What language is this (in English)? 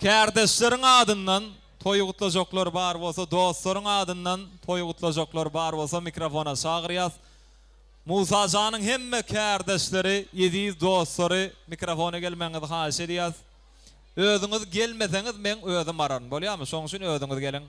Turkmen